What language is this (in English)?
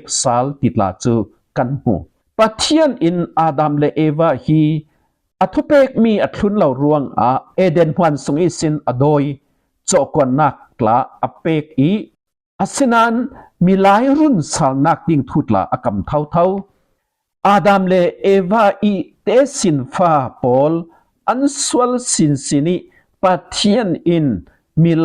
Falam Chin